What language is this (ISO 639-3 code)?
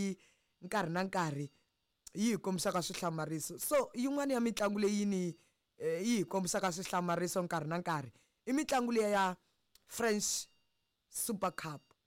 tso